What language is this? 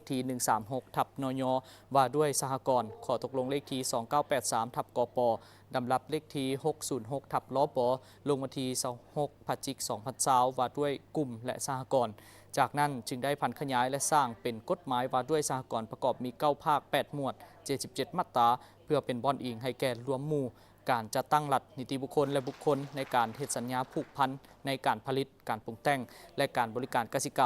Lao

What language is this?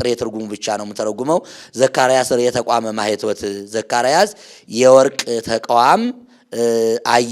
Amharic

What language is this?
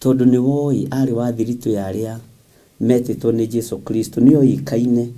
Kikuyu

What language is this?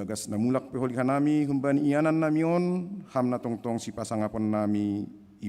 Batak Simalungun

